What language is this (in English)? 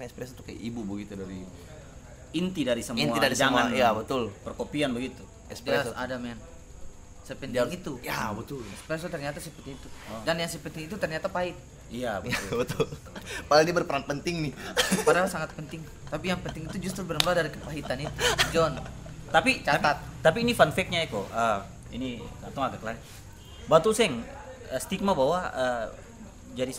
Ambonese Malay